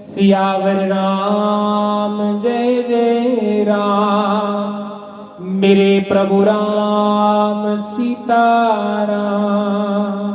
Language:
Dogri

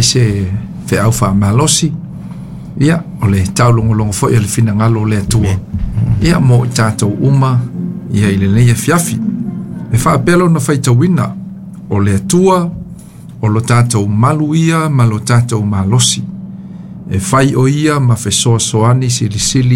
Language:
Samoan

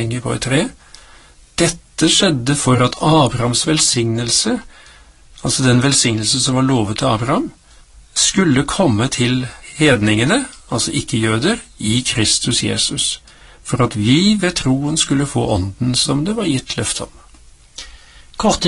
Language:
Norwegian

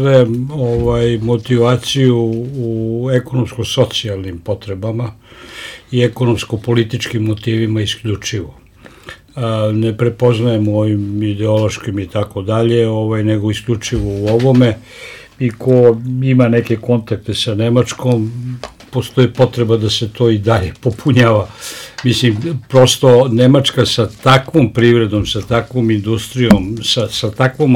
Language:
Serbian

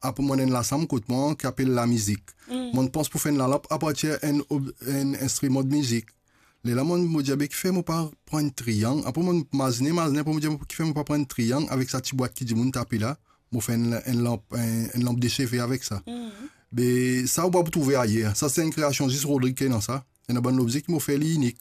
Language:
Morisyen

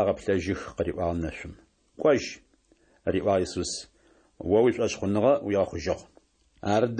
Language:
Adyghe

